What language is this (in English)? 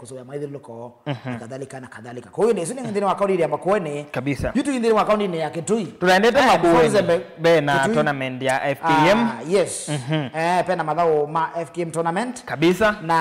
Kamba